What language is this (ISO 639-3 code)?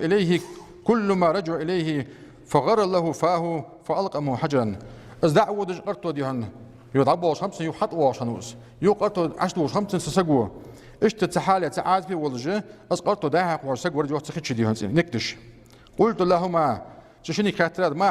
inh